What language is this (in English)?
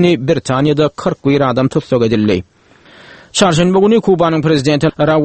Turkmen